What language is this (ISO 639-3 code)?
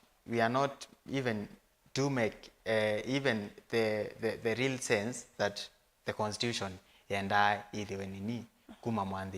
kam